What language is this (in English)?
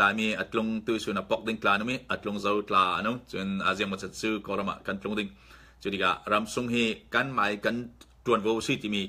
Falam Chin